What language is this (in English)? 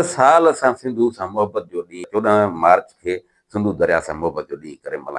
Sindhi